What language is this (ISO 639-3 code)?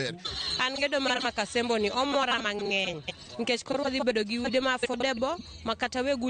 luo